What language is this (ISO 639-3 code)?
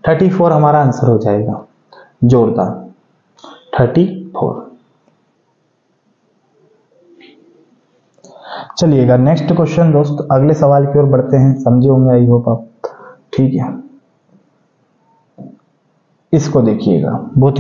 hin